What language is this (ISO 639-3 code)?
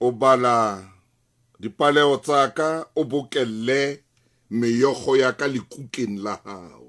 sot